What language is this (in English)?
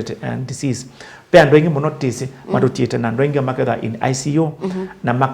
Kamba